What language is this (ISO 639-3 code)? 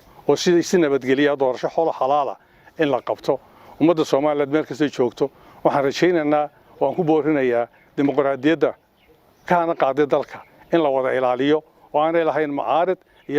som